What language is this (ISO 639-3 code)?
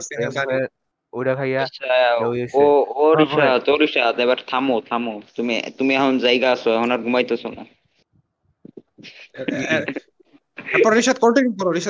ben